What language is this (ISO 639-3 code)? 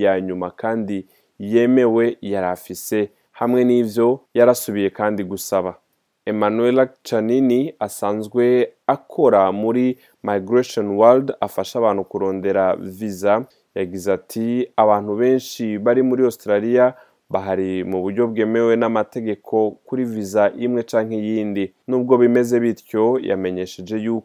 run